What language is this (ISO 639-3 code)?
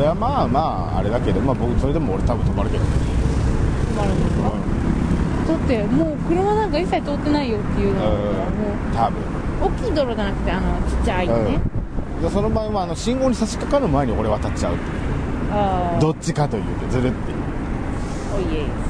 jpn